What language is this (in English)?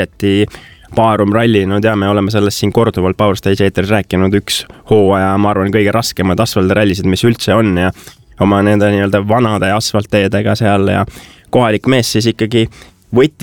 Estonian